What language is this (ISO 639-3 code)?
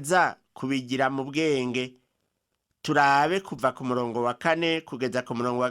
run